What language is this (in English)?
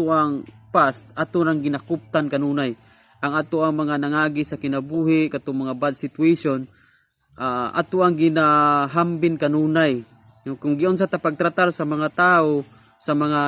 Cebuano